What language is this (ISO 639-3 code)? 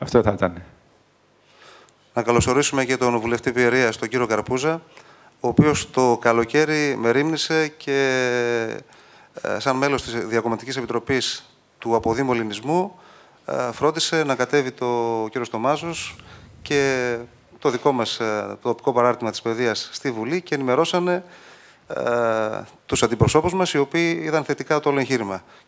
ell